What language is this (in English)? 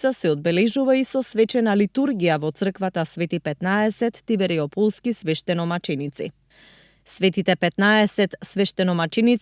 Macedonian